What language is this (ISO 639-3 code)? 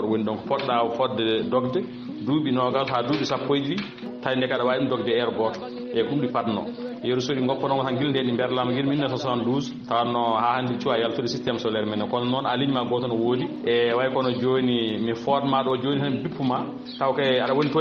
ful